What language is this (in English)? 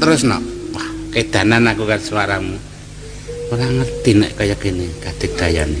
Javanese